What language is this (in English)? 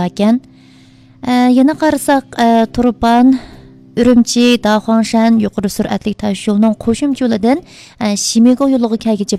Uyghur